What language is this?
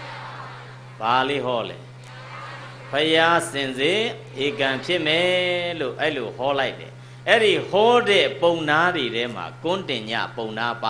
Burmese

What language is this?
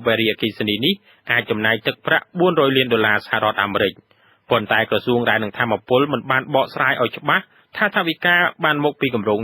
Khmer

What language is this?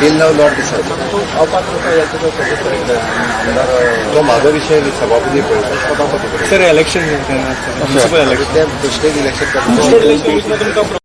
Konkani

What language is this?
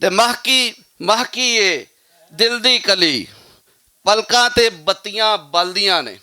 Western Panjabi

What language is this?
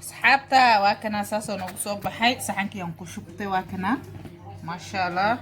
Somali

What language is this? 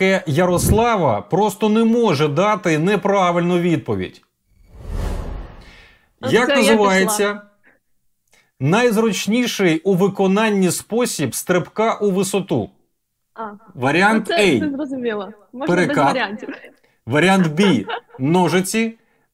Ukrainian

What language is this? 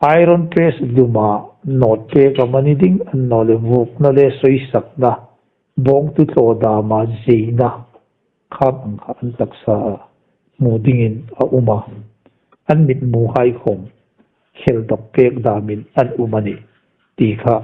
Hmar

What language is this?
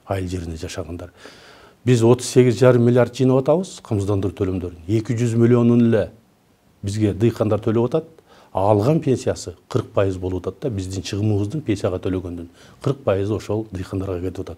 Kyrgyz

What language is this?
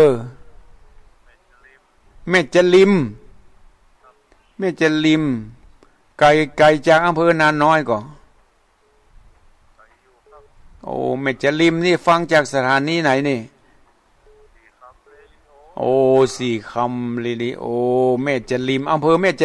Thai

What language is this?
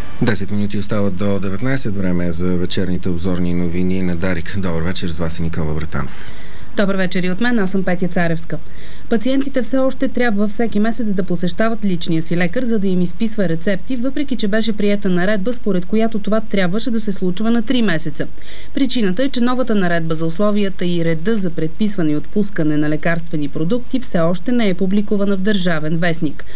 Bulgarian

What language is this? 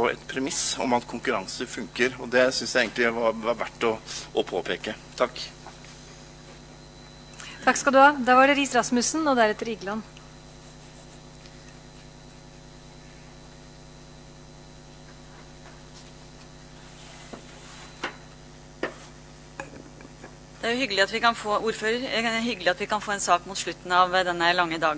Norwegian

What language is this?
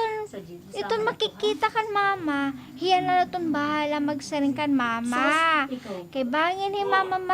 Waray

